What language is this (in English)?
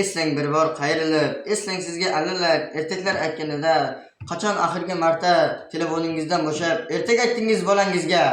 Uzbek